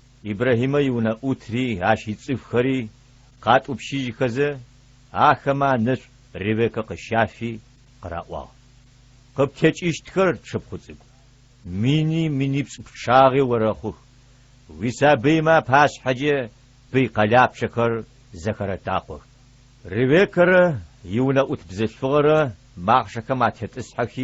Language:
Adyghe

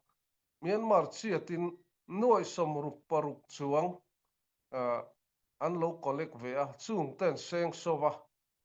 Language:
Hakha Chin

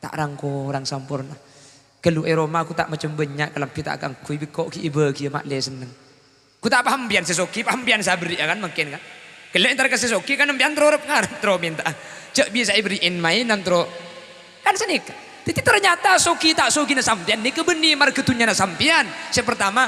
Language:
Madurese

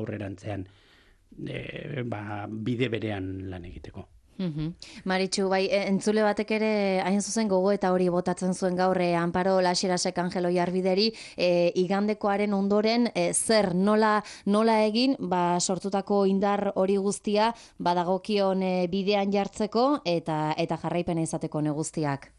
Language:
Basque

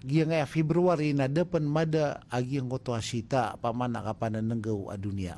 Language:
Maranao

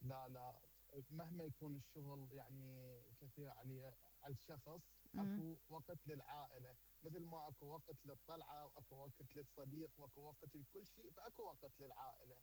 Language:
Mesopotamian Arabic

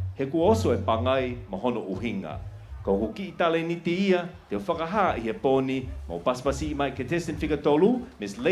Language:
Tongan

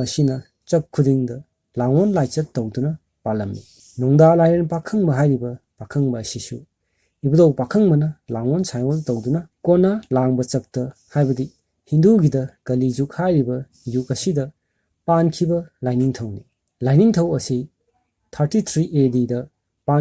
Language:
Manipuri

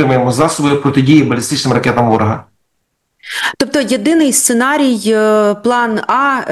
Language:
Ukrainian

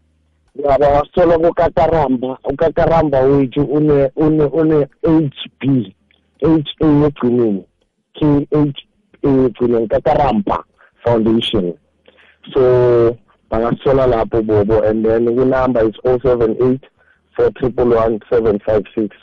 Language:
South Ndebele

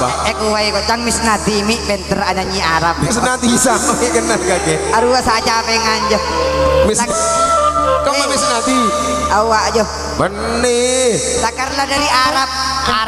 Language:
Madurese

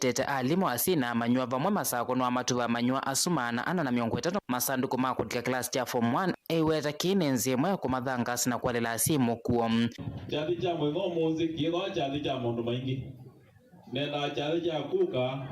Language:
Kamba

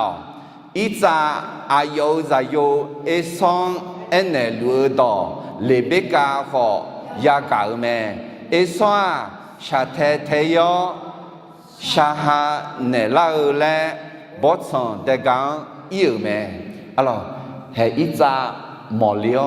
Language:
Akha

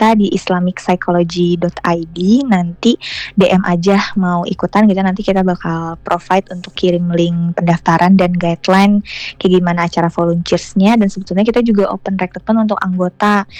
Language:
Indonesian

